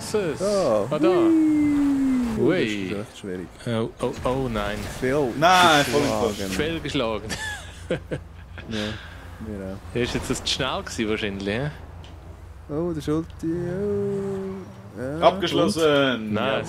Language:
Swiss German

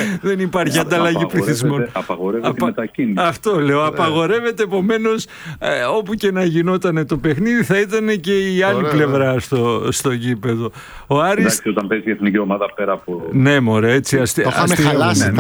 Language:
Greek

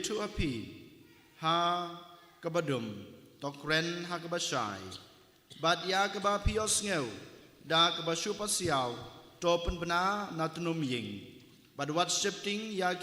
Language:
Khasi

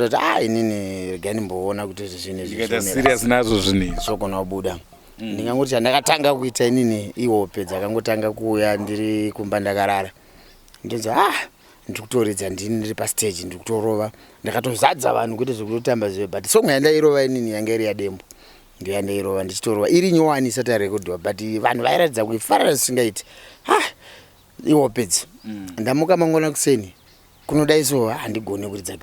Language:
Shona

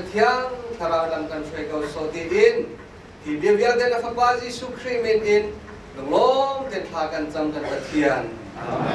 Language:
Hakha Chin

